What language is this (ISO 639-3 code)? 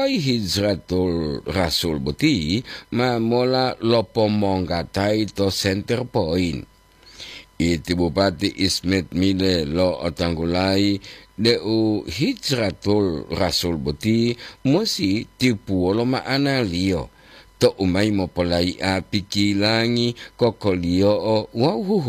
gor